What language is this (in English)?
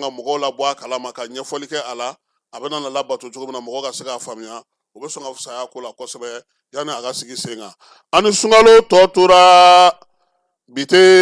Bambara